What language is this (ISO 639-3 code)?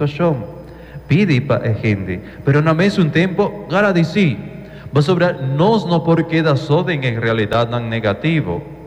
pap